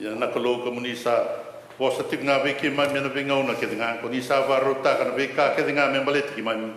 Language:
Fijian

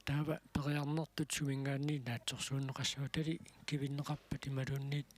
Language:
Kalaallisut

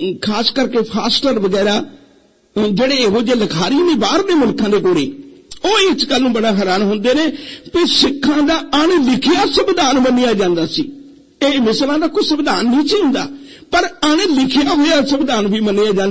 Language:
Punjabi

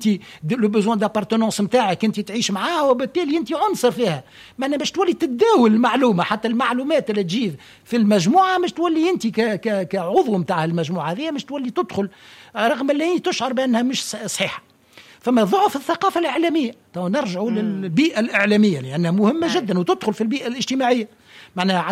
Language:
Tunisian Arabic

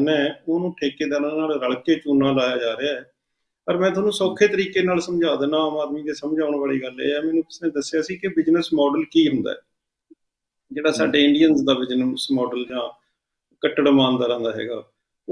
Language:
Punjabi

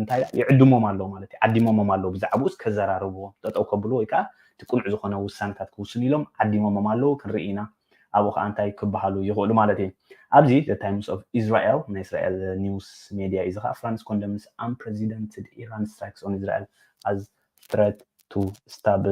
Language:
Tigrinya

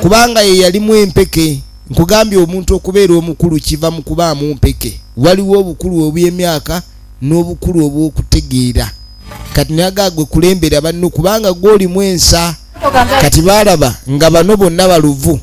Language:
Ganda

